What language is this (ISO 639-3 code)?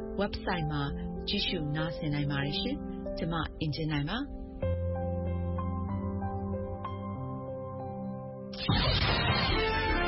mya